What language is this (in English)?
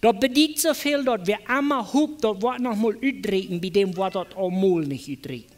Plautdietsch